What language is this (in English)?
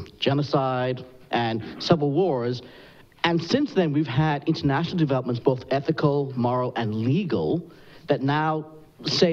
English